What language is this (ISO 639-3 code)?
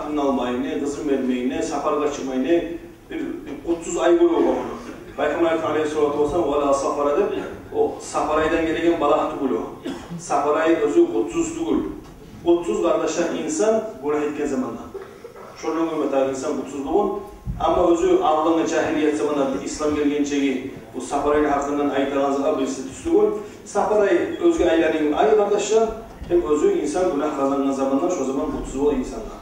kum